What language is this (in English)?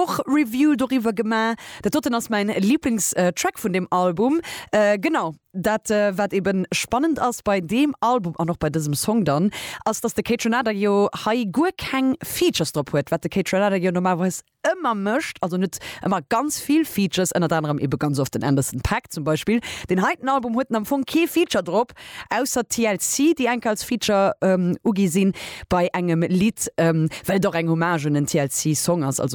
Luxembourgish